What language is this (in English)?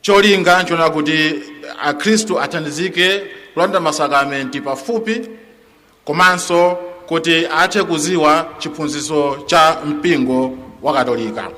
Nyanja